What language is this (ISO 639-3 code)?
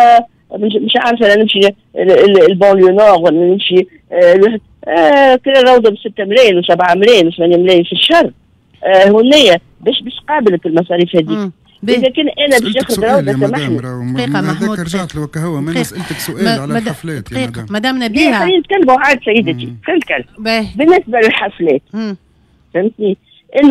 aeb